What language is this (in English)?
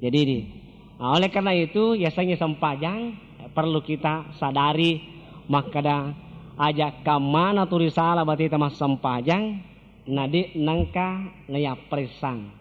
Buginese